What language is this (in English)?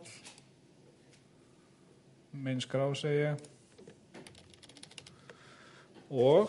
Icelandic